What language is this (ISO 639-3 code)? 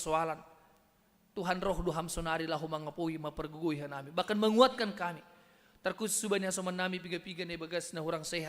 bts